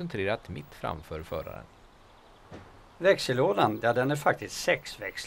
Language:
Swedish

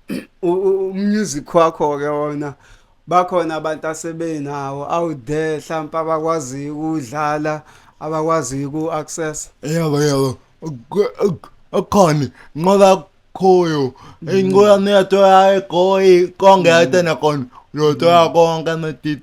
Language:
Zulu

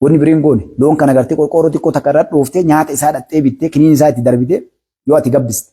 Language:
Oromo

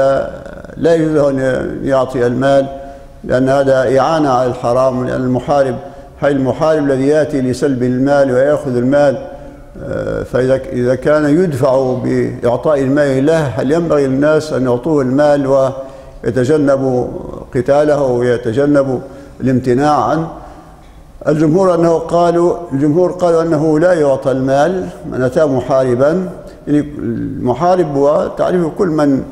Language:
Arabic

